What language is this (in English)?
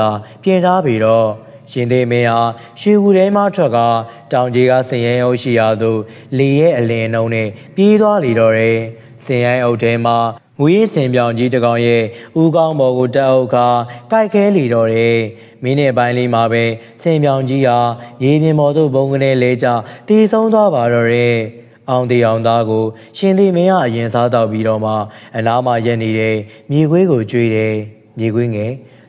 Burmese